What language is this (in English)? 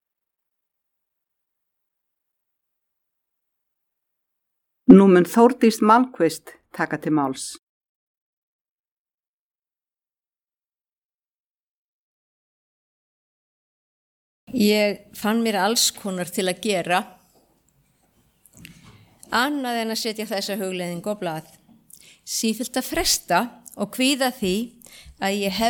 Icelandic